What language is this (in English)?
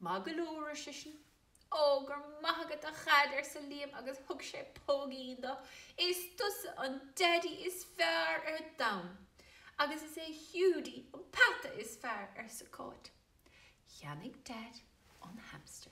Irish